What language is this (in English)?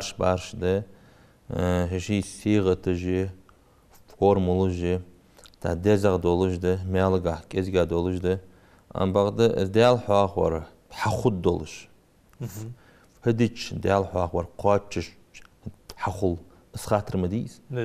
Ingush